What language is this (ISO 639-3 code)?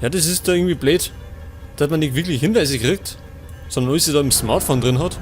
bar